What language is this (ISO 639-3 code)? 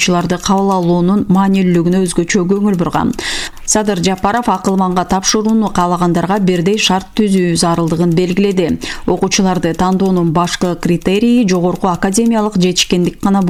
kir